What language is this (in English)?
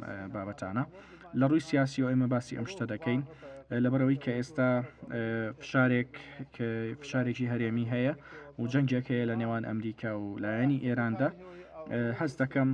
Central Kurdish